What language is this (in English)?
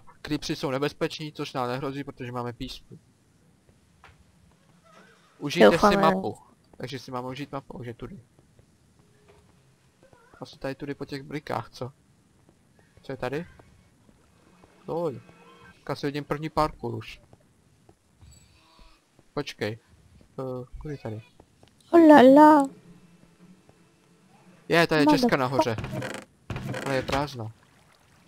Czech